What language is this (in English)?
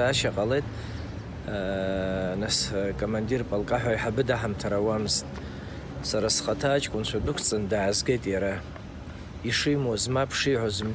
Abkhazian